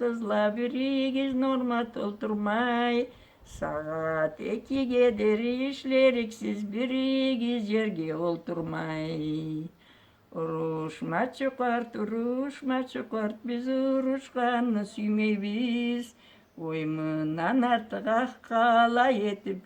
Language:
Karachay-Balkar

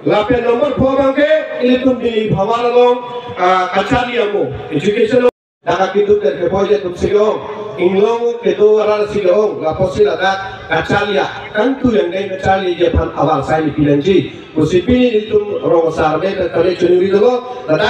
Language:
Karbi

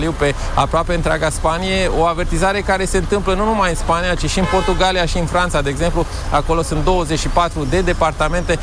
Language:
Romanian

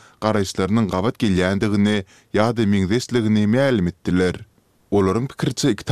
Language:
Turkmen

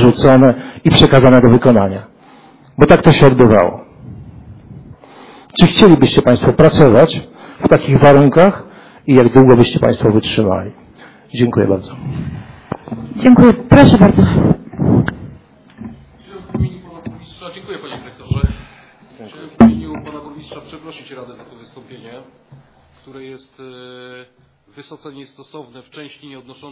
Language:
Polish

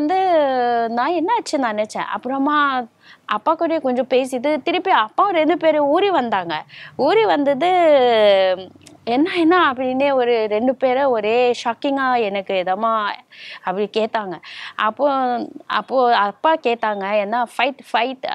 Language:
Tamil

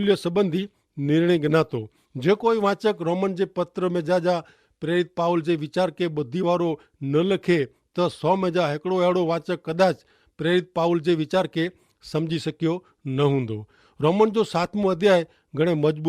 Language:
Kachhi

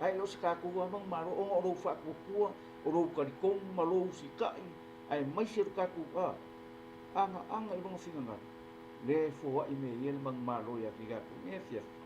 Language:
Samoan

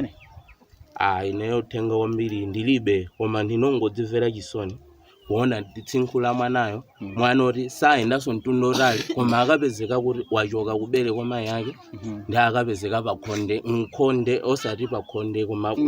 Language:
Nyanja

